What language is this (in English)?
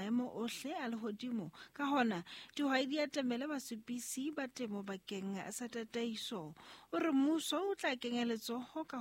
Southern Sotho